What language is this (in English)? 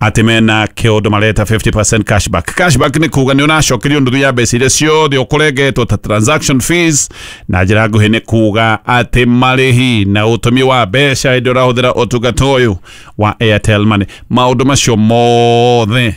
Kikuyu